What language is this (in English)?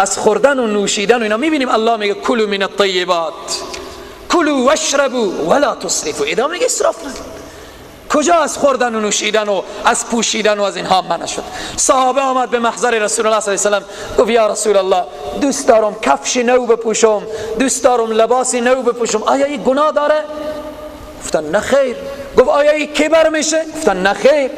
Persian